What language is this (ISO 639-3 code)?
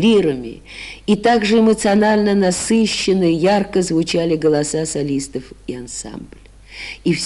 rus